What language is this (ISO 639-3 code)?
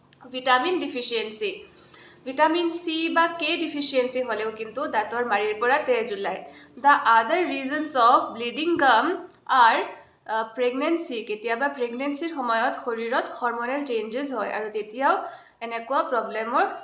asm